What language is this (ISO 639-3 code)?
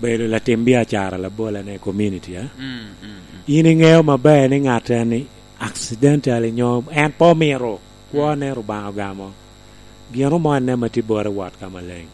laj